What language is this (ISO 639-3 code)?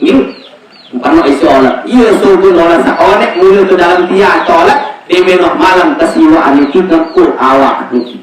sas